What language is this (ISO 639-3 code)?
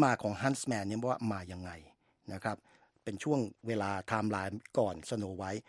tha